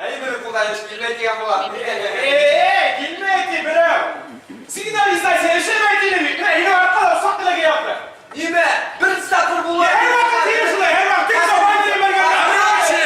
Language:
Bashkir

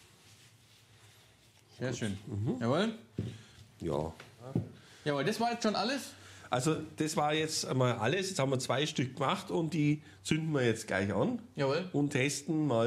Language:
German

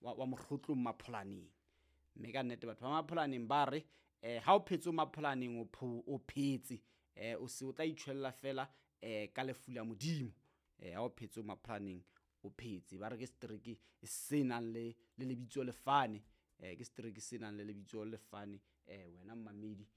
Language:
Southern Sotho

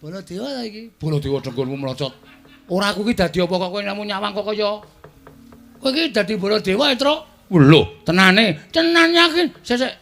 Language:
Javanese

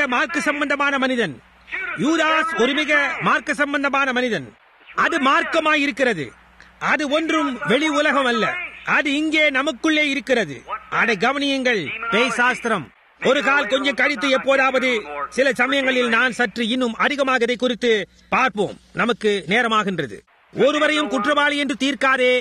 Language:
Tamil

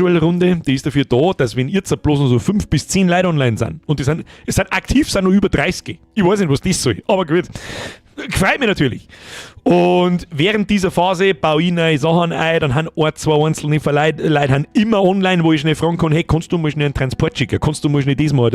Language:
Bavarian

